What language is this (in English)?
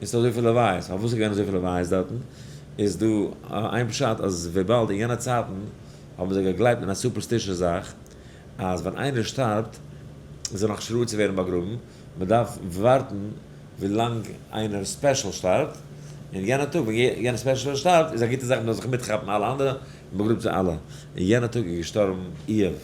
Yiddish